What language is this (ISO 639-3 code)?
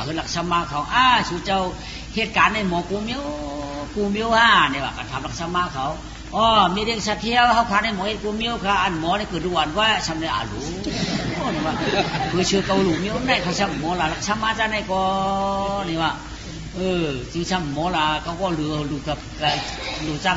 shn